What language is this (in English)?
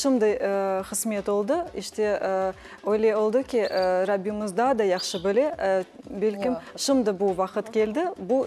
Crimean Tatar